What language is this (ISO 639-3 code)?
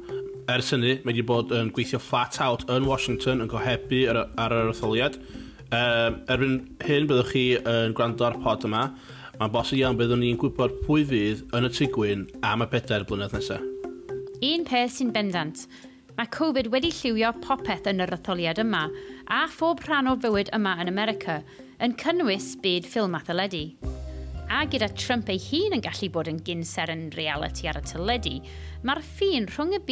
cym